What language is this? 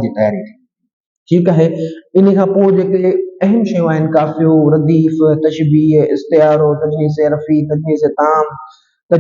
Sindhi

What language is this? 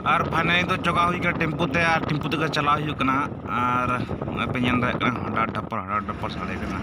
Santali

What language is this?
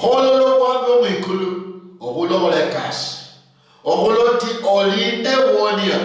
Luyia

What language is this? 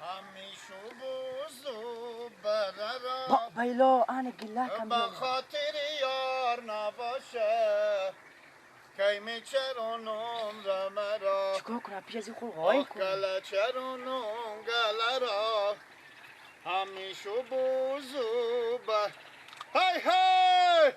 Persian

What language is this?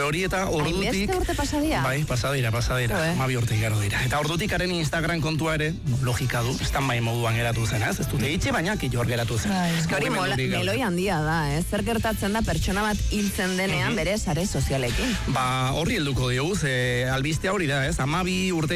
Basque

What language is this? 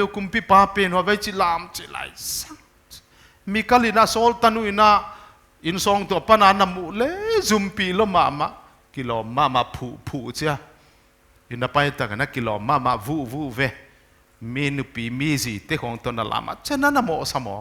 Paite Chin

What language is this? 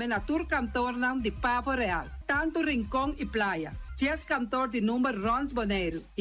Papiamento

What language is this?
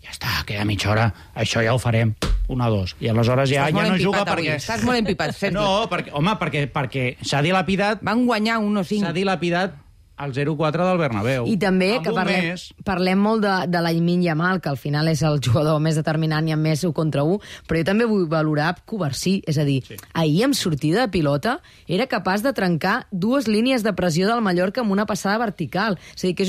Catalan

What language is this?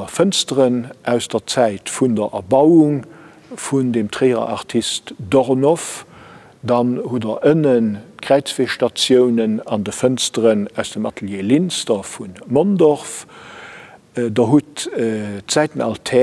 Luxembourgish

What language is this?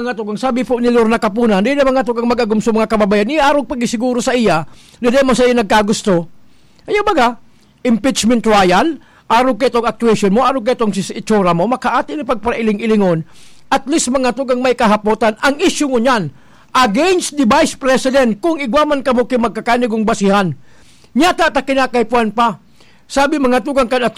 Bikol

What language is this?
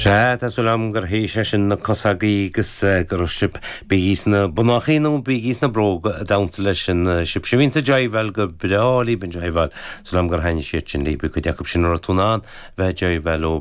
Irish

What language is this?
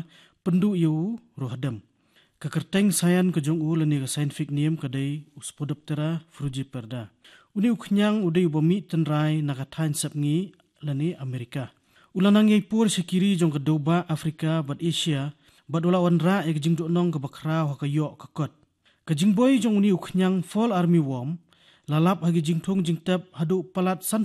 Khasi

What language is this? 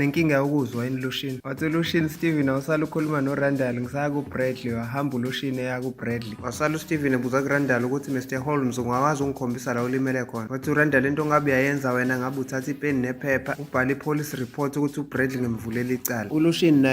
Zulu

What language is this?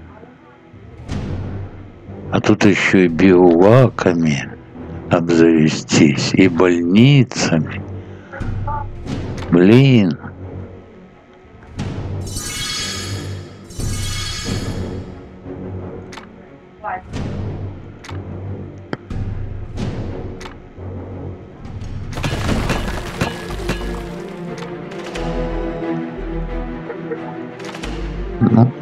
Russian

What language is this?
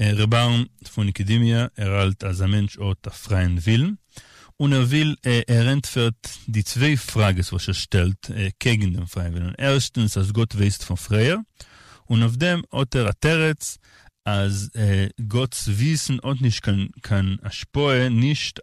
Yiddish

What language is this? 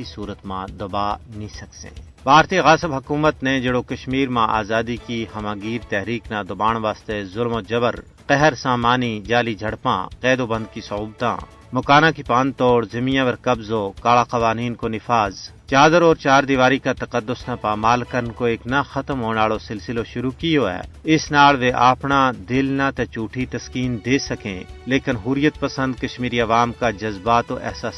Gujari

